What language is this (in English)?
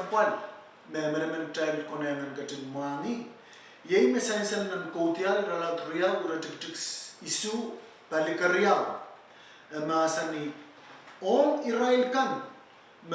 Pohnpeian